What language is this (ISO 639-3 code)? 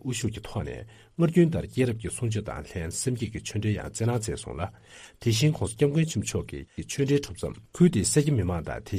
bod